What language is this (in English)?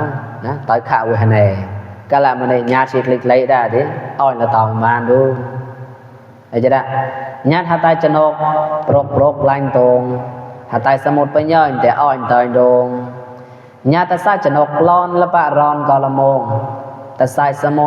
Mon